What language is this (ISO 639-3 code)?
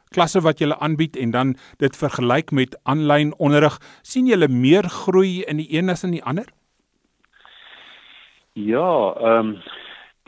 afr